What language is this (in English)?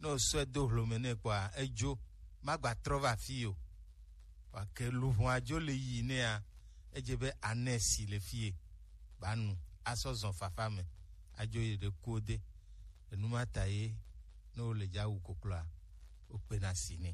Gen